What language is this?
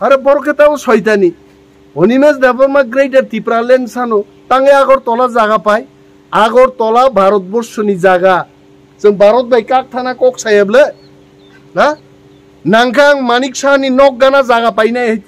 Kok Borok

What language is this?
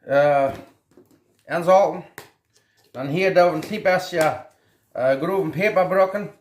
Plautdietsch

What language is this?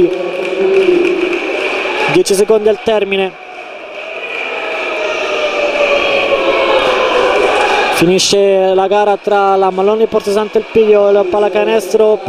Italian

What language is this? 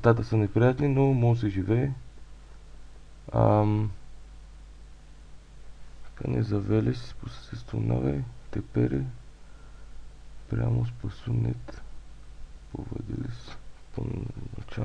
Bulgarian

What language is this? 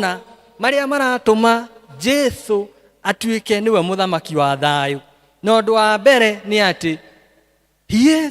Kikuyu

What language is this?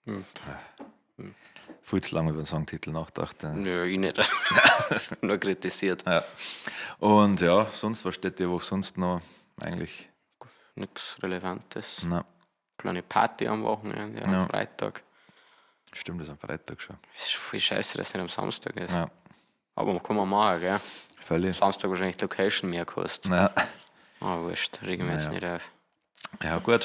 Bavarian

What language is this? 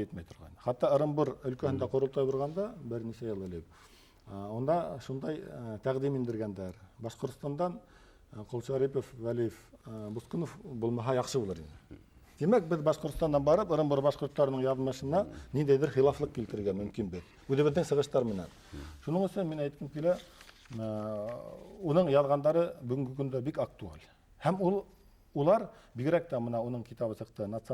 Bashkir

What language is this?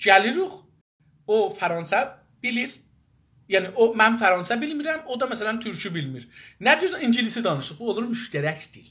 South Azerbaijani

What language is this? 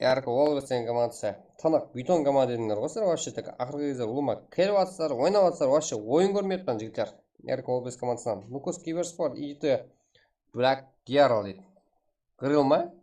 Kara-Kalpak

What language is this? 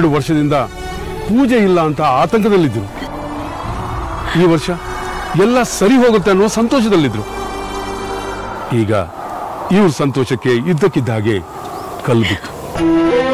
Kannada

